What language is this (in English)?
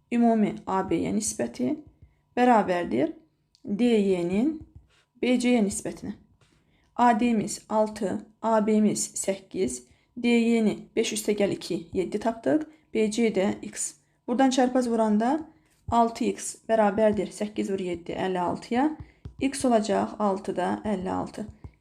Azerbaijani